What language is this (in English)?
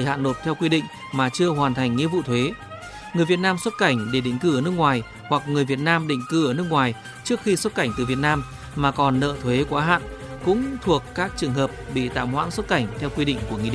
Vietnamese